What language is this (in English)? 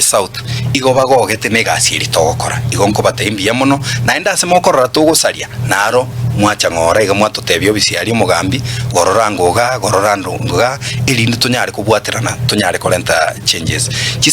Gusii